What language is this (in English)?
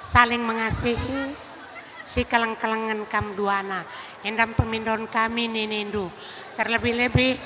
Batak Karo